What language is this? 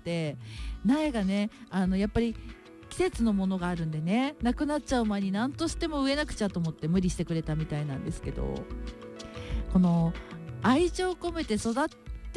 Japanese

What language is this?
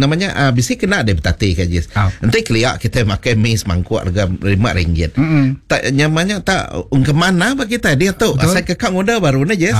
Iban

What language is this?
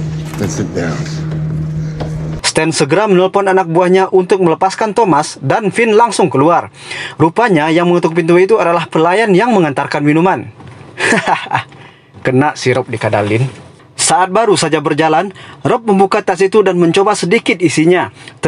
Indonesian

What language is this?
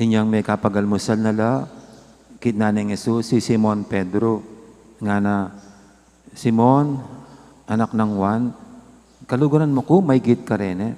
Pampanga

